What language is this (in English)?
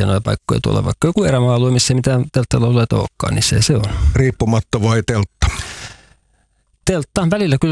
Finnish